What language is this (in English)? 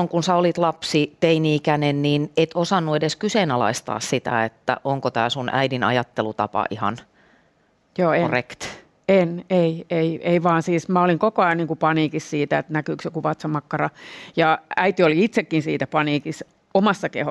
Finnish